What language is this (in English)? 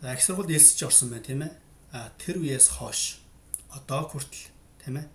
Mongolian